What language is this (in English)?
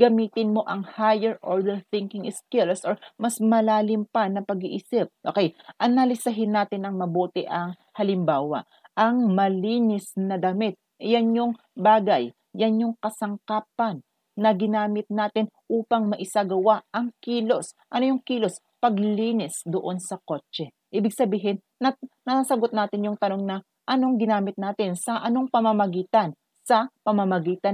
Filipino